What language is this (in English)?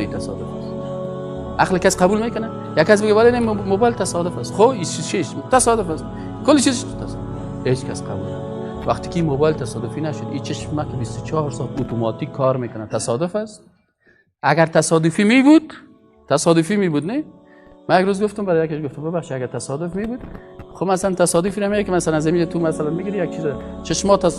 Persian